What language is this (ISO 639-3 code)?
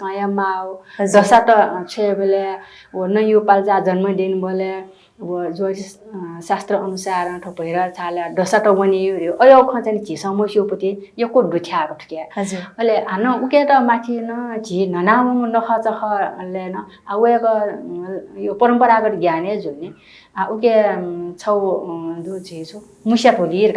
new